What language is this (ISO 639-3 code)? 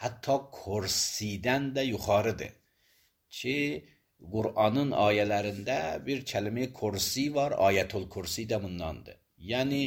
aze